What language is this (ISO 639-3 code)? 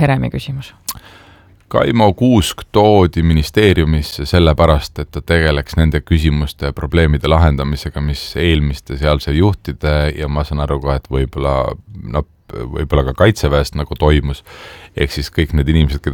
est